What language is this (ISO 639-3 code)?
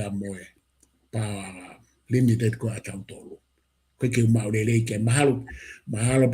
ton